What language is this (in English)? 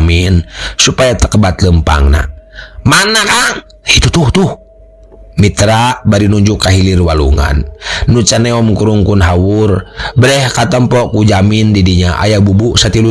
Sundanese